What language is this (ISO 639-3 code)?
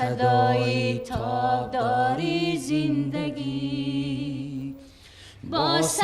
tgk